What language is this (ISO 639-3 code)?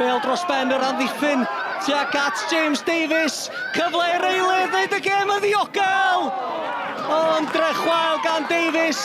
cym